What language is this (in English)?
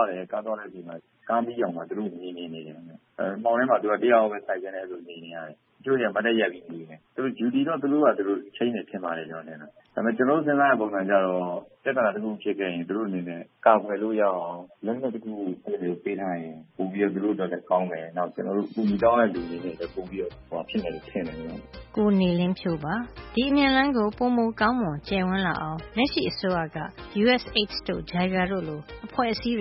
Burmese